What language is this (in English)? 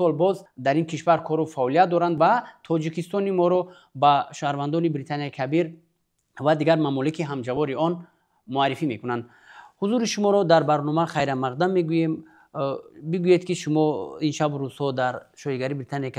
Tajik